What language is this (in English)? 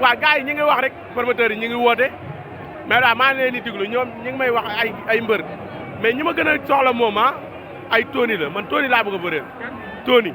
Wolof